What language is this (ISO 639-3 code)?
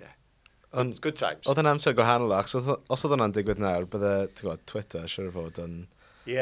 cym